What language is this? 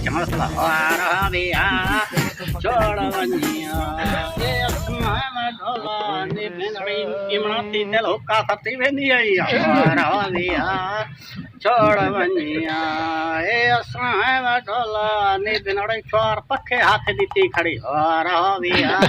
Saraiki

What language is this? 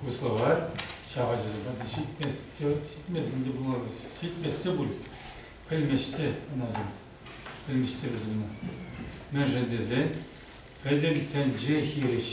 Chuvash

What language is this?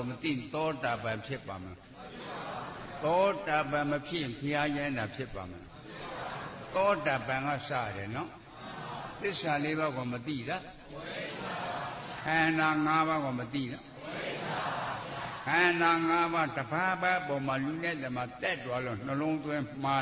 Burmese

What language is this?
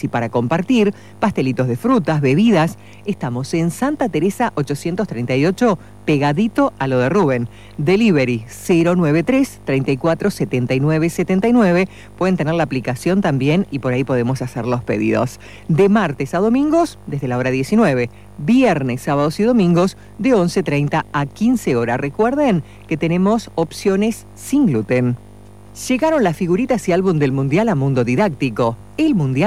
Spanish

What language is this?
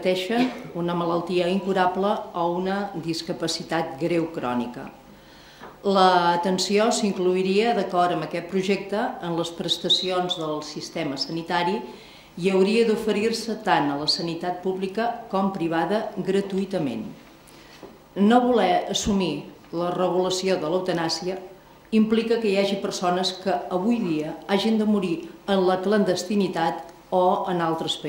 Catalan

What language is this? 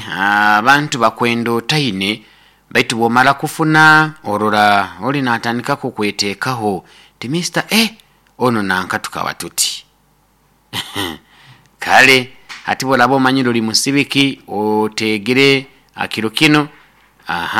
Nyoro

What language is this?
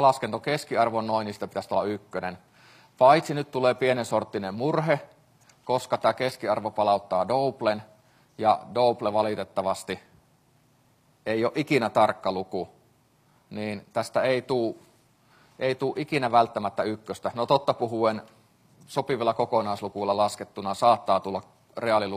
Finnish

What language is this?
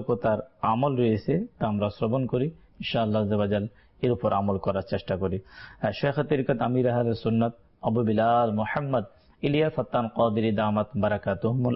Bangla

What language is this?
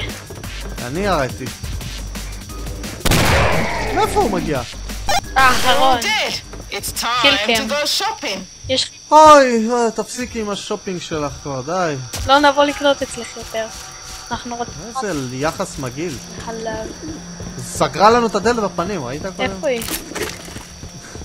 Hebrew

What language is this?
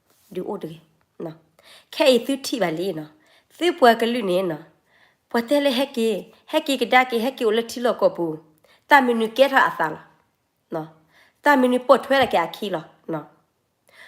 S'gaw Karen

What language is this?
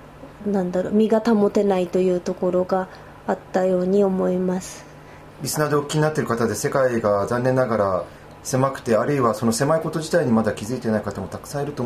Japanese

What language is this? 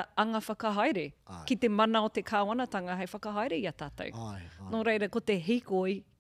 Māori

